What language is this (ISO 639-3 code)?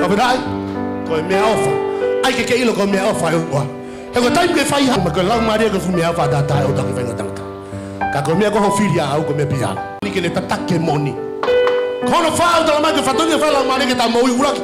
ton